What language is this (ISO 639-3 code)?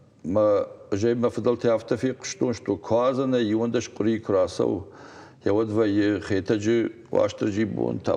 oss